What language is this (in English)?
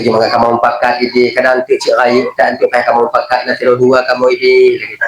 Achinese